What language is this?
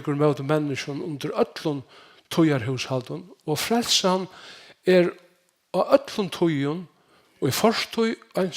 Faroese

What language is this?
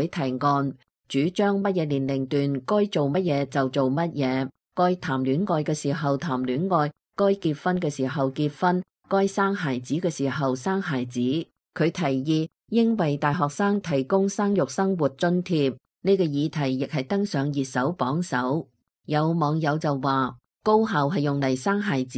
Cantonese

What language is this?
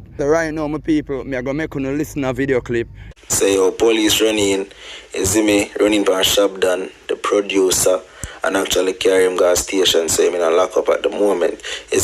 Jamaican Creole English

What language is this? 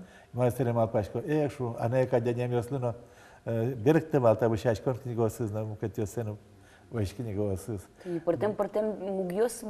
Udmurt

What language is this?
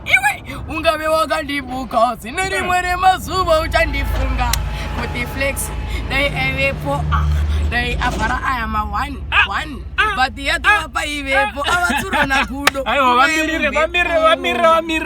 Shona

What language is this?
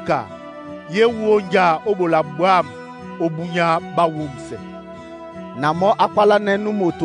Duala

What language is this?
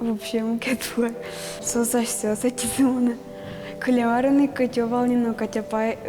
Udmurt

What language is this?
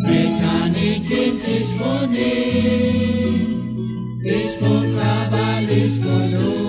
Kekchí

